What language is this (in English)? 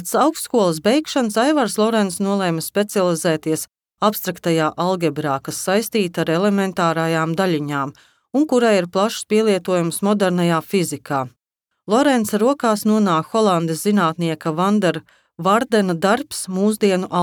Latvian